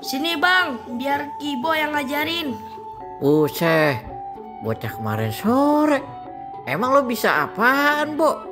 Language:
Betawi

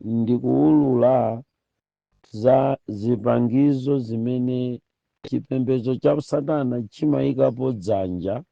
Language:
Nyanja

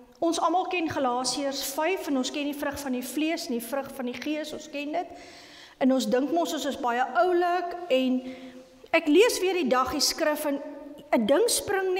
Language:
Afrikaans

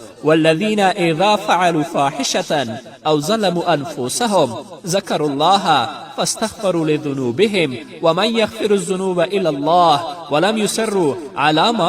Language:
Pashto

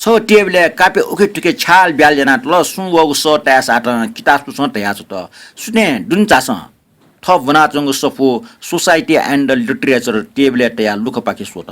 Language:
Newari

